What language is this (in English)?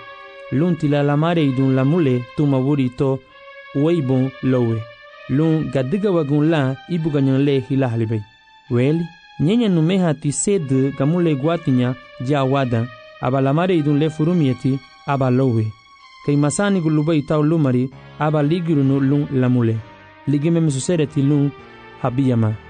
Garifuna